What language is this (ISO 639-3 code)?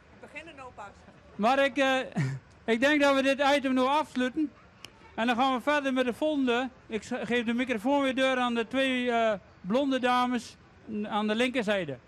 fry